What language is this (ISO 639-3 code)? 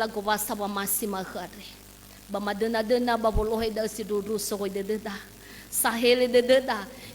nia